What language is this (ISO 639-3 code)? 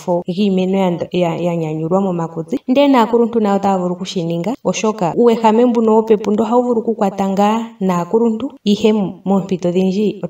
ndo